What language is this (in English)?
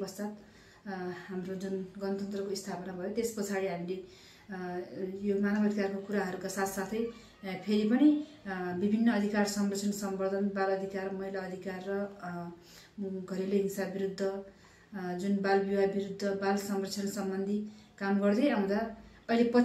Nepali